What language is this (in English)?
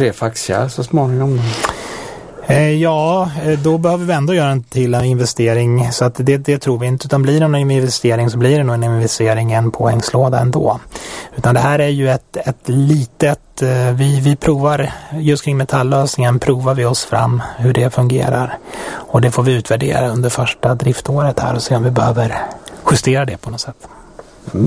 Swedish